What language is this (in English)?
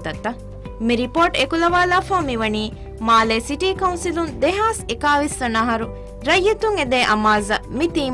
Divehi